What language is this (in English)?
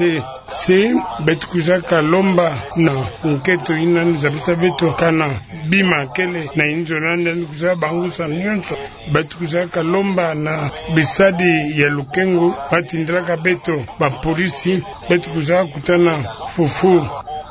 Kituba (Democratic Republic of Congo)